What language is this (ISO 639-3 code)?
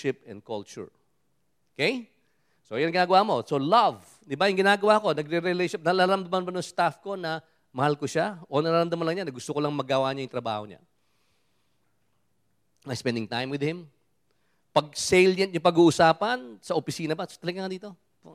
fil